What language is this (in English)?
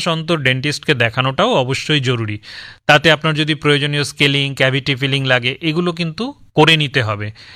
Bangla